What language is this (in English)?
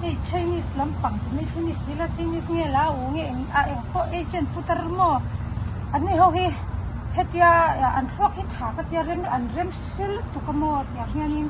Mizo